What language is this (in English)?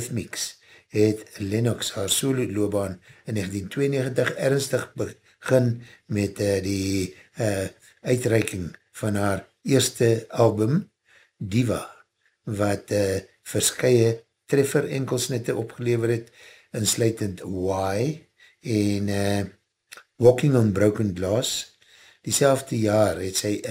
Afrikaans